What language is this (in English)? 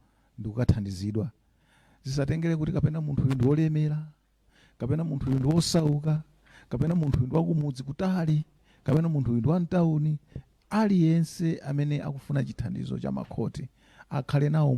Nyanja